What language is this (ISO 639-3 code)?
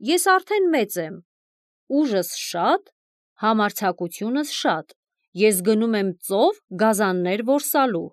hye